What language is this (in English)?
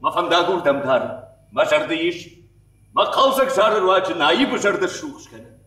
Ossetic